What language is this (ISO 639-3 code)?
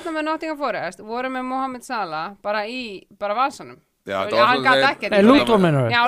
isl